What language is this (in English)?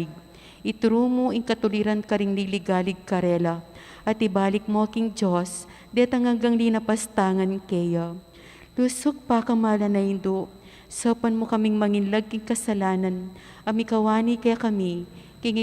Pampanga